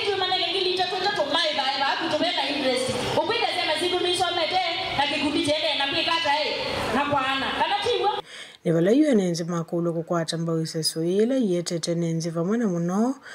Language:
Kamba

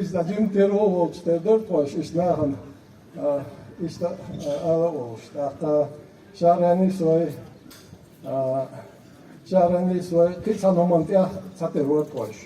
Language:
Chechen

